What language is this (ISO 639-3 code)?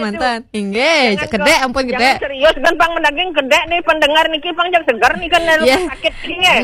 ban